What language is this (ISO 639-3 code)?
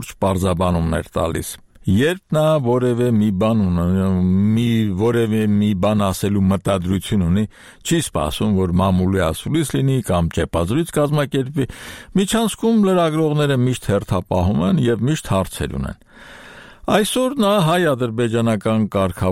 hye